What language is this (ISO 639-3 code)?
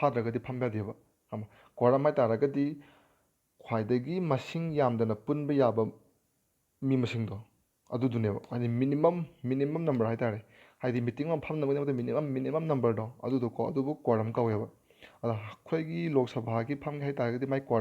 mni